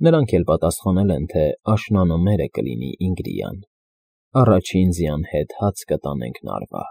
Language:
Armenian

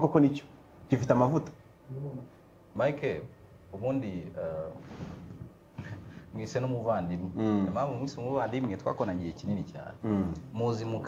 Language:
Kinyarwanda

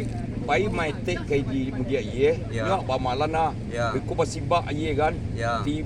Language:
Minangkabau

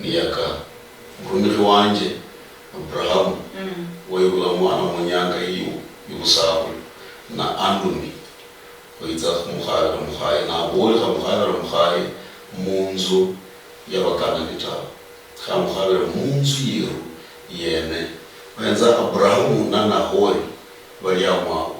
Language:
Luyia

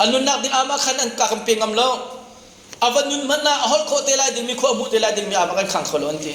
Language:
Hakha Chin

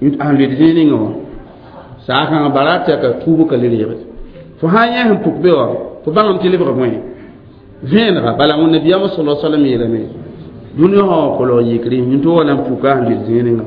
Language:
Mossi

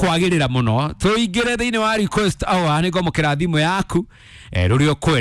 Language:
Kikuyu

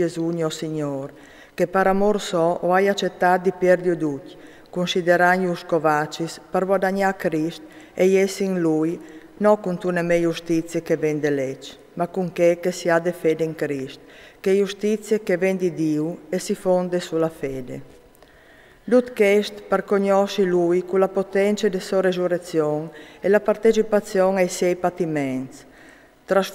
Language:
Friulian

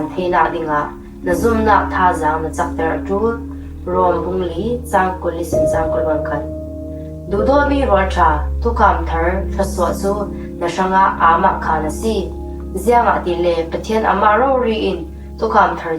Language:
Falam Chin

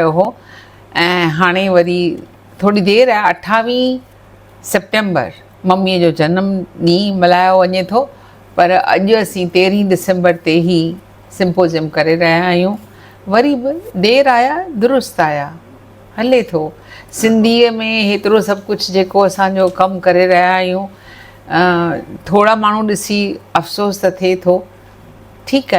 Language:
Sindhi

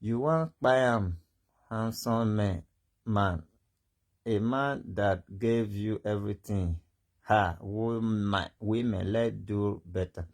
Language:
Nigerian Pidgin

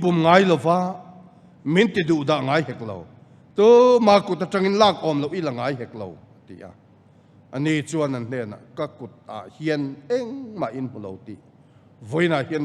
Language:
Mizo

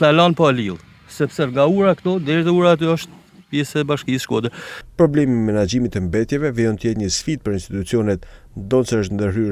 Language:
Albanian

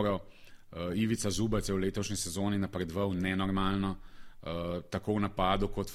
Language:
Slovenian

